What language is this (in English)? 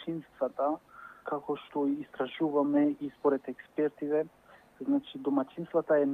Macedonian